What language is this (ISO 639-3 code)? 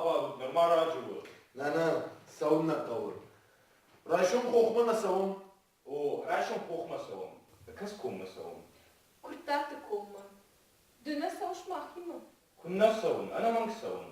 oss